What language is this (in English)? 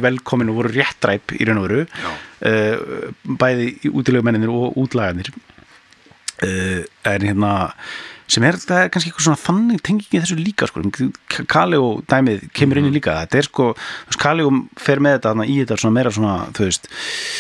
Icelandic